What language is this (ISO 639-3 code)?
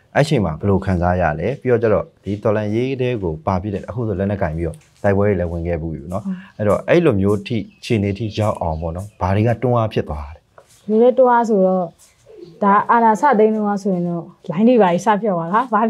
mya